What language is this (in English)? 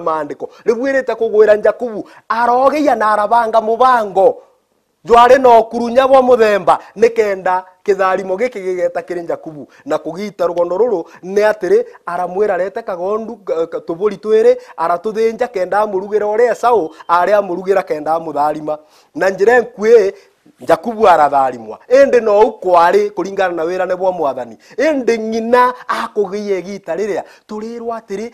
Meru